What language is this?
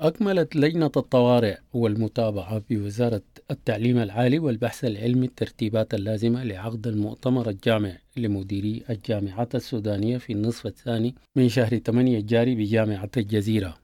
Sudanese Arabic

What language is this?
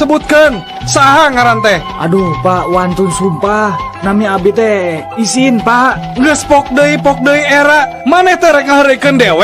Sundanese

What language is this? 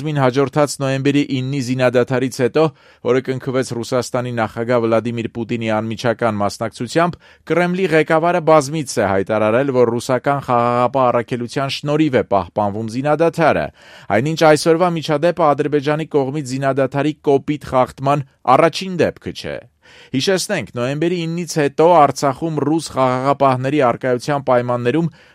Armenian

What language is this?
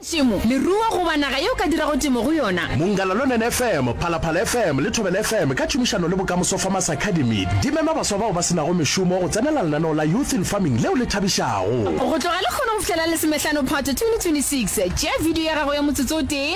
Northern Sotho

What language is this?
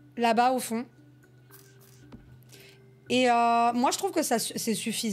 French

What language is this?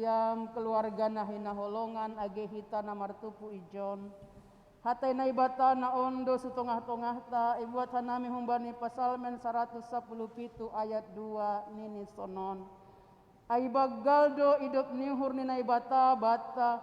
Batak Simalungun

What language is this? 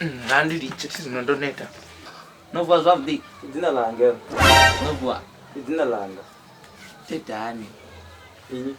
Venda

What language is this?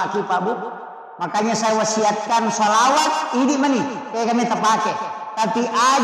Buginese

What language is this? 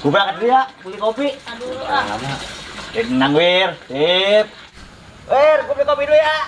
Betawi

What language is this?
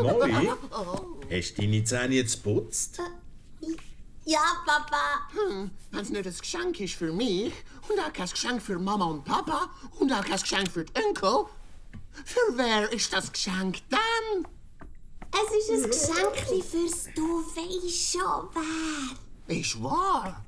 Swiss German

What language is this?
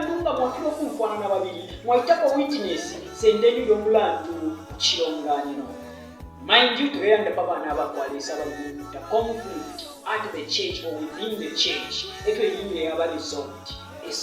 Bemba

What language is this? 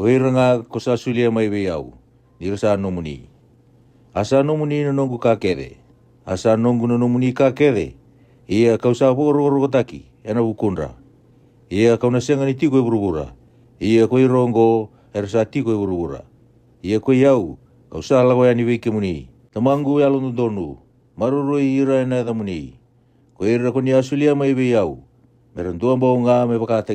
Fijian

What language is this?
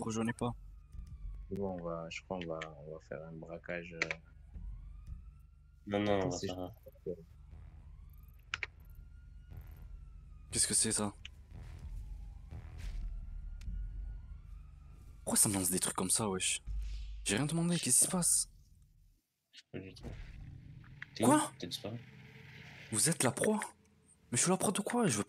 French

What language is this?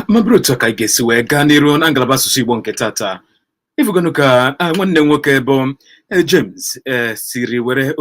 Igbo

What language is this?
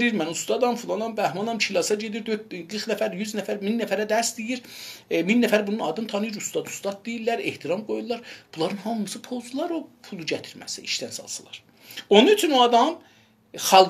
South Azerbaijani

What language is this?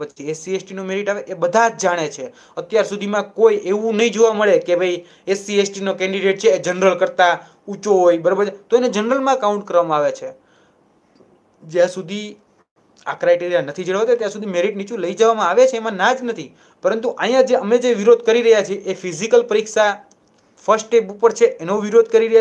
Gujarati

